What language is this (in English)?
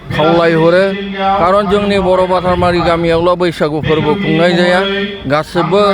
Bodo